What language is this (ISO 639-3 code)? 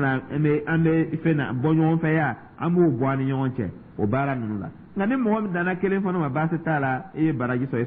dyu